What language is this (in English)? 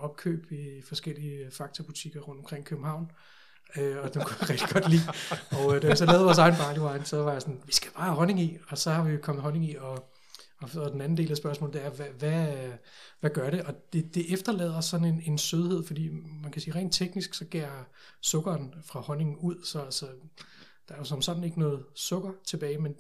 Danish